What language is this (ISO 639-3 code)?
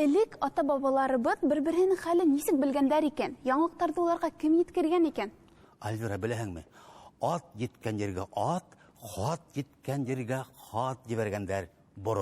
bak